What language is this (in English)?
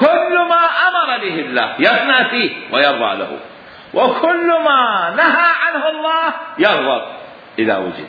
Mesopotamian Arabic